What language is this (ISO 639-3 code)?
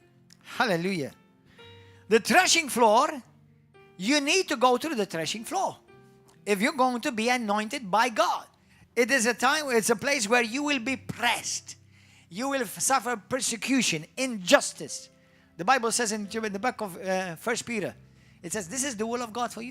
eng